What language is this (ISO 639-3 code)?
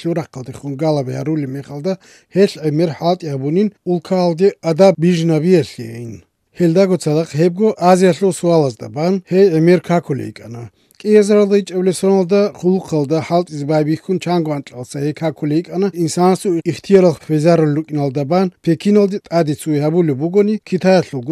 ava